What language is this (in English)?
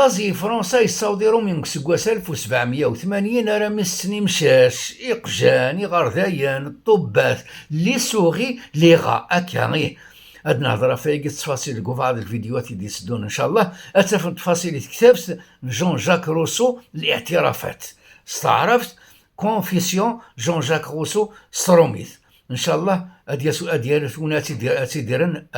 Kabyle